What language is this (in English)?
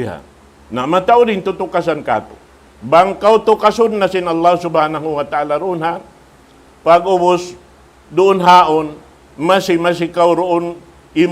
Tausug